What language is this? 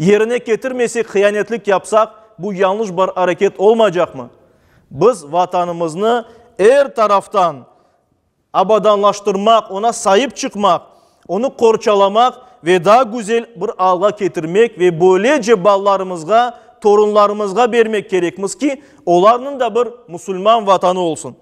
Crimean Tatar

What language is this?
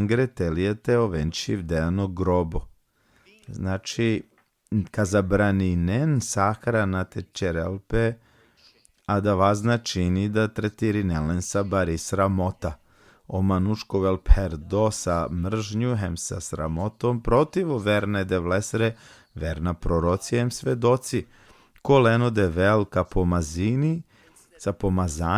Balkan Romani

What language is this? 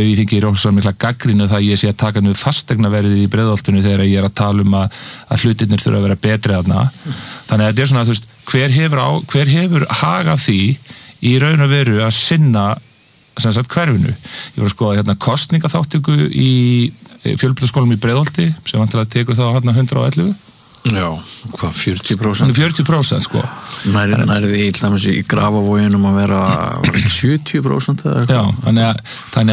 Icelandic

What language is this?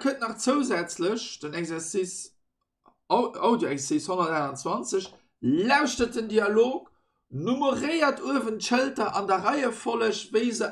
Luxembourgish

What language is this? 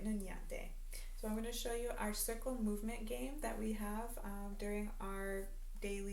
Mohawk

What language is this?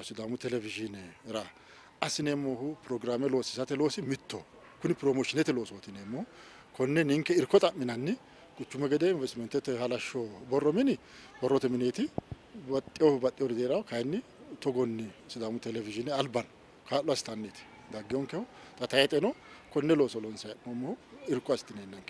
Sidamo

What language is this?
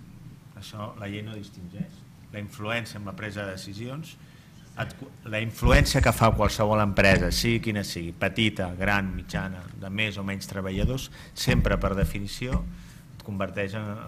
Catalan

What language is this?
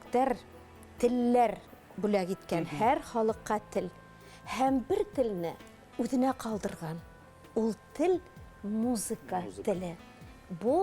Bashkir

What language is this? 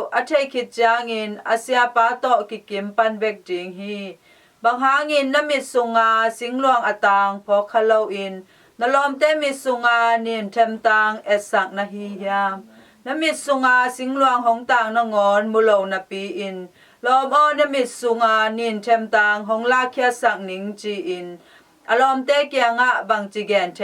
Tedim Chin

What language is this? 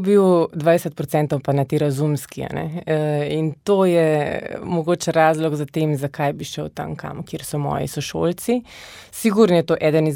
Slovenian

